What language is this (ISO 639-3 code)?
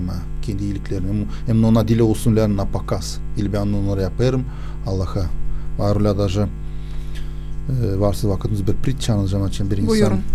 gag